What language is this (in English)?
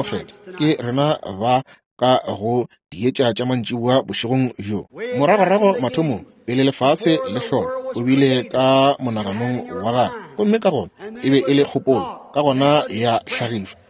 Northern Sotho